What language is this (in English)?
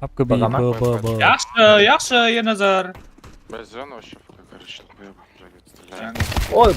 Kara-Kalpak